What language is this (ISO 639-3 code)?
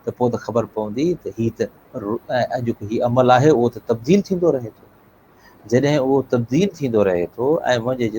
snd